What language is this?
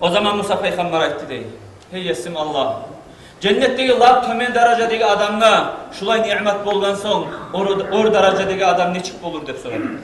Kumyk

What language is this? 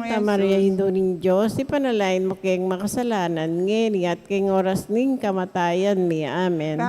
Pampanga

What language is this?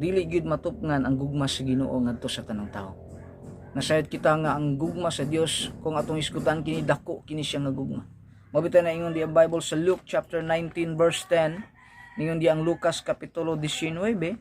Cebuano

